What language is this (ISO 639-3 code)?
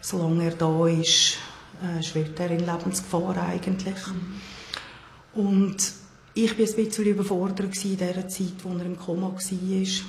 gsw